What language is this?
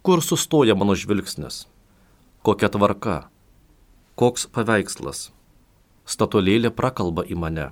Lithuanian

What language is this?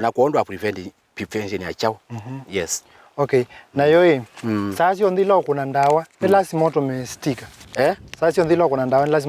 Kamba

